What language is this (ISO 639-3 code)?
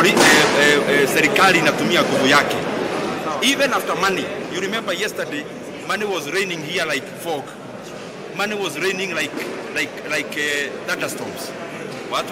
kam